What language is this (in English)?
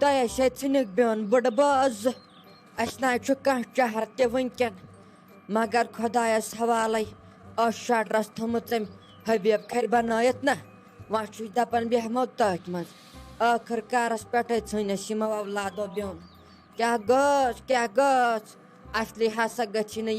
Kashmiri